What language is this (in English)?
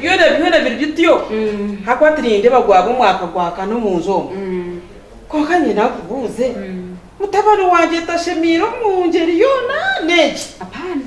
Nyankole